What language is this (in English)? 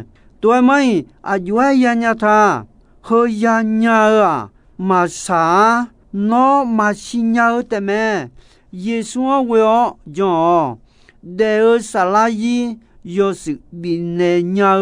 Akha